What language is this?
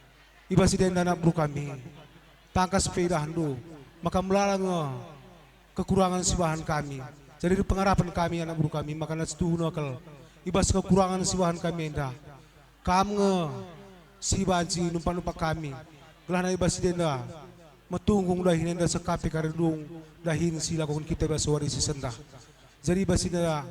Batak Karo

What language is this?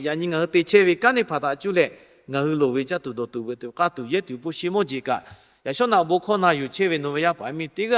Lahu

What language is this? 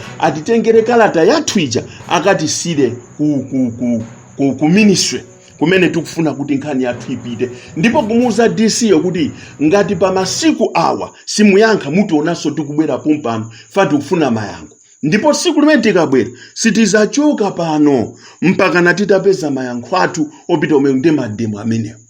Nyanja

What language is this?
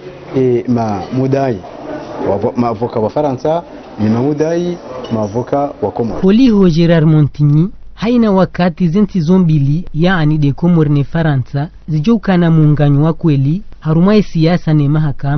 Ngazidja Comorian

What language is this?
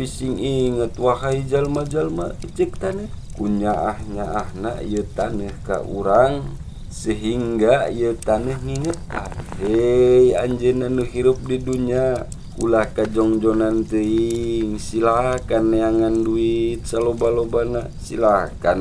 Sundanese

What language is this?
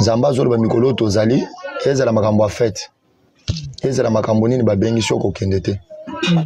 Lingala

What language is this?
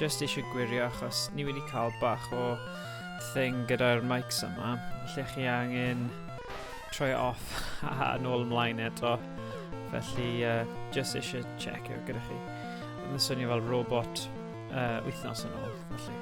Welsh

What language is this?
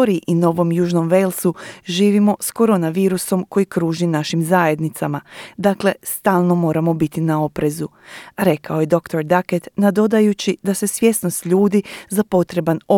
Croatian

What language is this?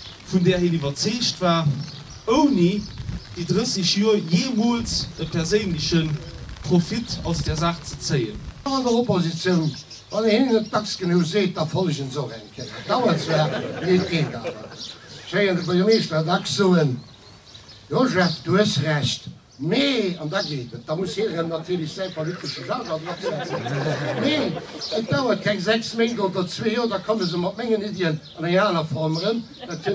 Luxembourgish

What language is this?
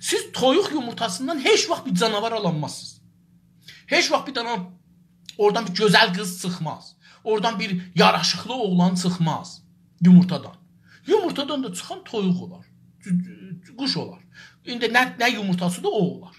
South Azerbaijani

